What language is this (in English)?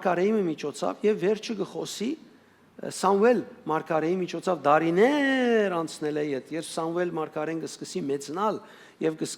Western Armenian